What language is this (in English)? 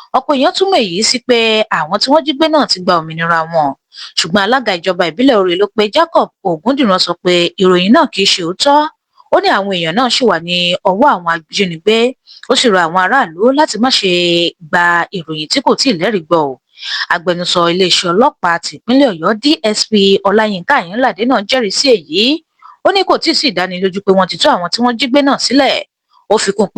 Yoruba